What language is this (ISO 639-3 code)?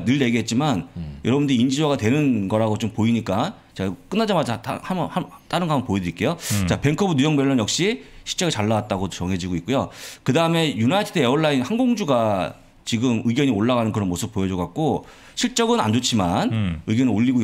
kor